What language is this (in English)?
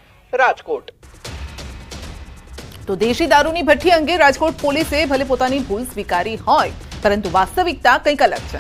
Gujarati